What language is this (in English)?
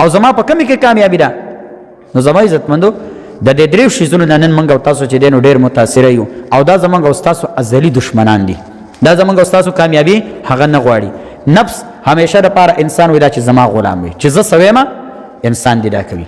Pashto